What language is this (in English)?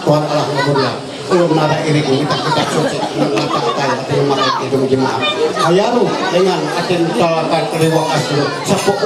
Ma'anyan